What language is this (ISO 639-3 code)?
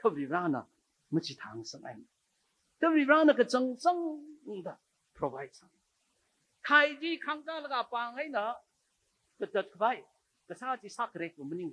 nmf